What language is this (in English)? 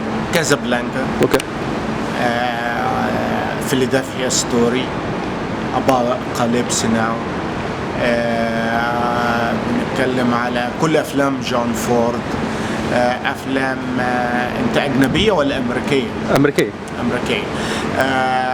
Egyptian Arabic